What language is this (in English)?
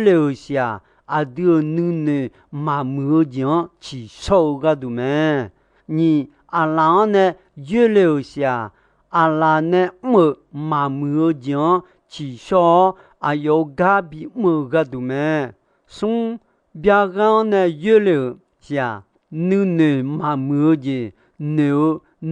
Akha